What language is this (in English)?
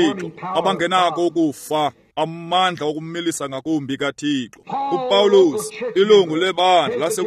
Xhosa